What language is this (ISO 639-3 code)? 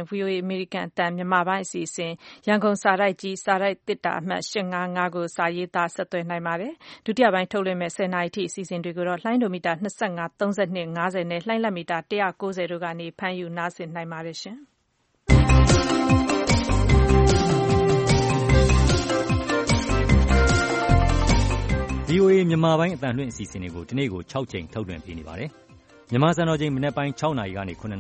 mya